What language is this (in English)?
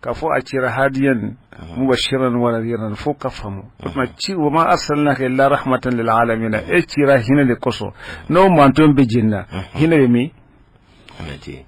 Bambara